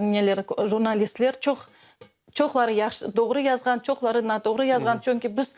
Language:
Crimean Tatar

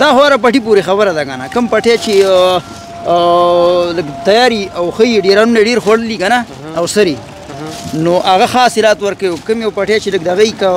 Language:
Pashto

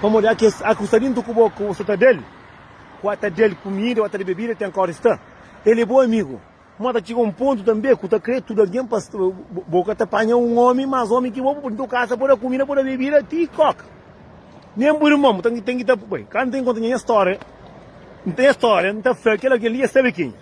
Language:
Kabuverdianu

